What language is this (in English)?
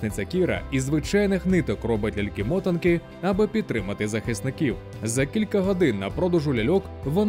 Ukrainian